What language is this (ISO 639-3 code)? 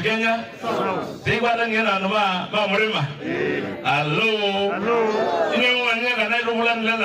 kam